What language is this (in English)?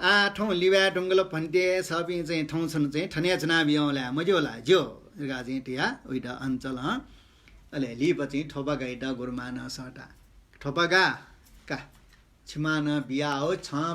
Newari